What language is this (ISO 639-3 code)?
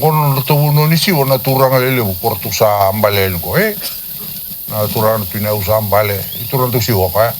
fij